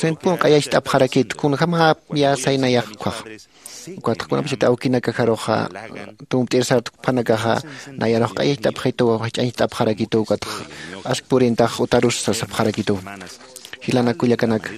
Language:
Aymara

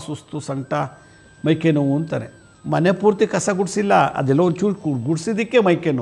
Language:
Kannada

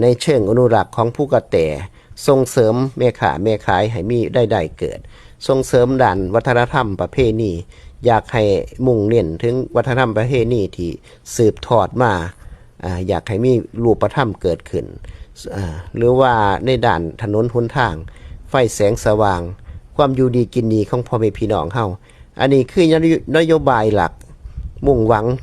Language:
Northeastern Thai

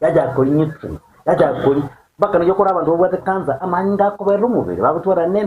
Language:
Gusii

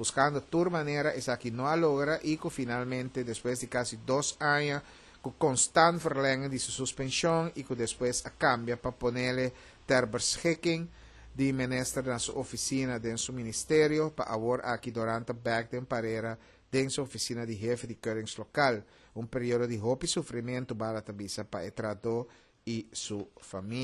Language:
Papiamento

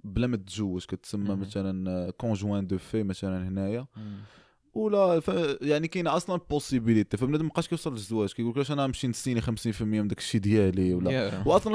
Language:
Moroccan Arabic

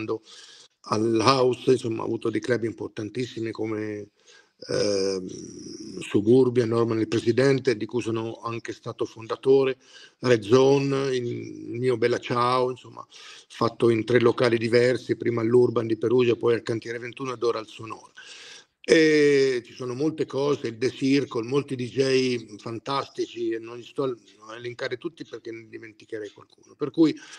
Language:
Italian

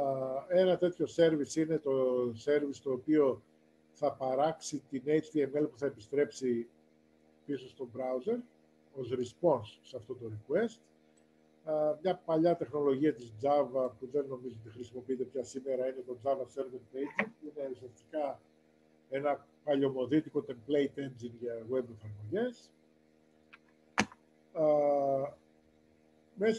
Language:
Greek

